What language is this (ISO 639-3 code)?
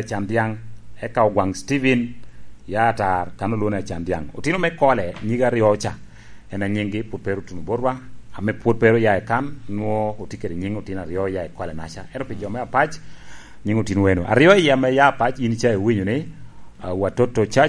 laj